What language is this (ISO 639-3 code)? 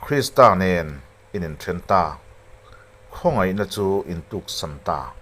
lus